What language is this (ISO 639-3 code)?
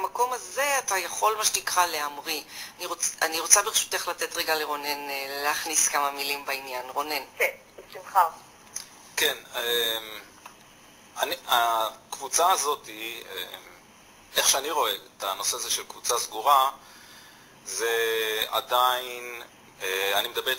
heb